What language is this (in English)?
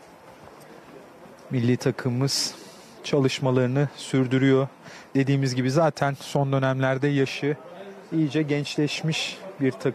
Turkish